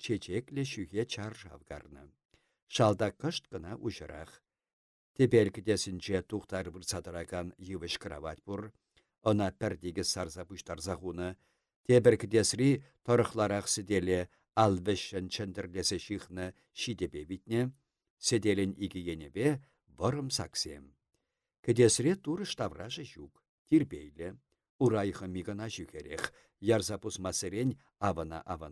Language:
Chuvash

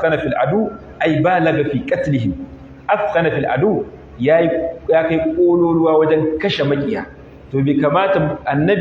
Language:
Hausa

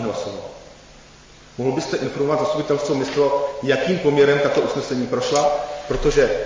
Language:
Czech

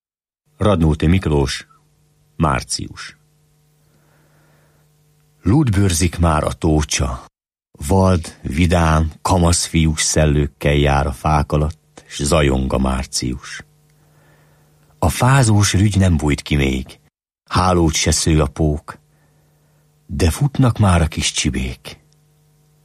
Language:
Hungarian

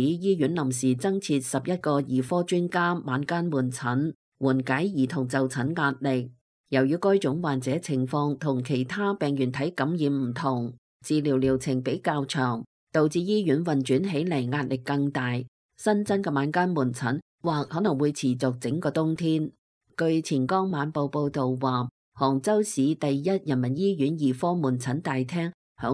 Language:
Cantonese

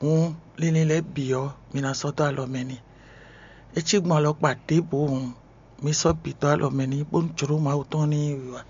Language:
Fon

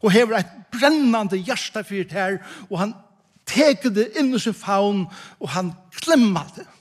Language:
Faroese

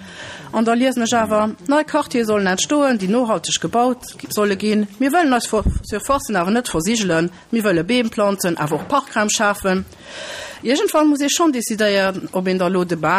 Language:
Luxembourgish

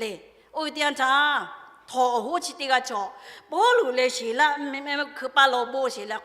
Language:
Lahu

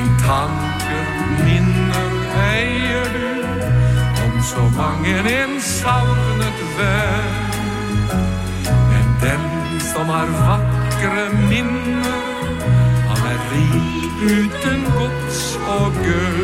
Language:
Norwegian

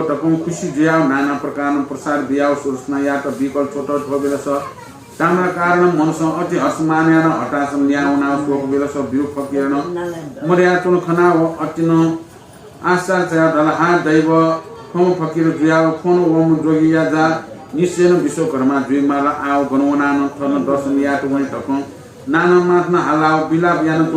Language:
Newari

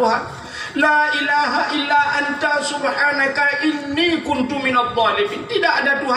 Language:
Achinese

